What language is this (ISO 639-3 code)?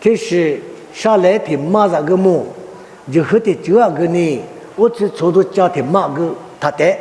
lis